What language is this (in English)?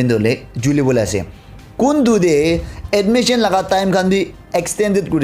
Naga Pidgin